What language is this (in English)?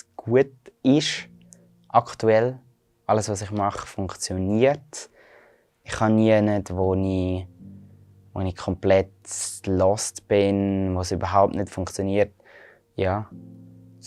Swiss German